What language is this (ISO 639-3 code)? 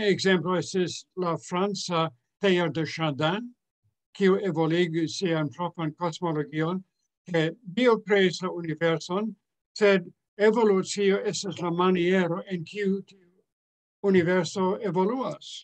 epo